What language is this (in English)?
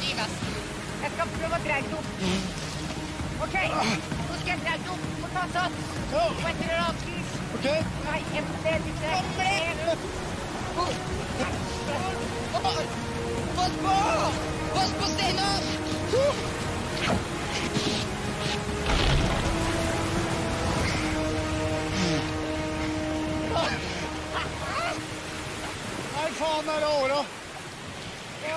Norwegian